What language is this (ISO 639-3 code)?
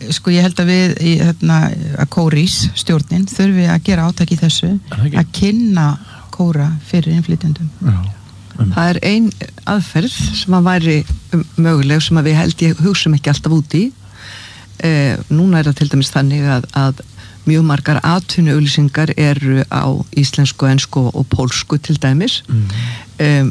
isl